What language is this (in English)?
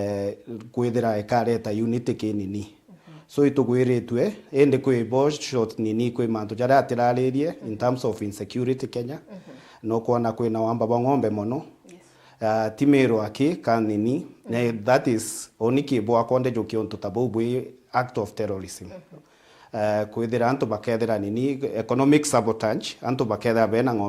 Meru